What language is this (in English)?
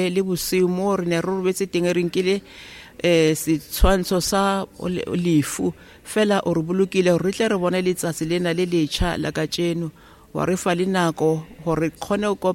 Tswana